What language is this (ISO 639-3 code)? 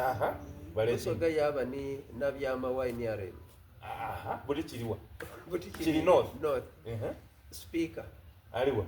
xog